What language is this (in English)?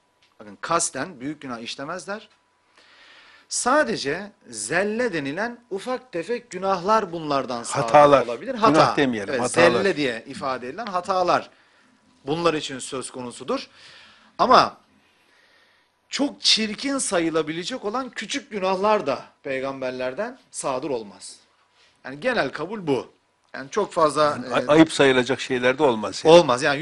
Turkish